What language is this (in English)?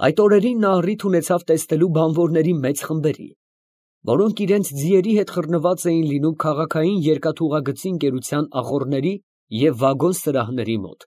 Armenian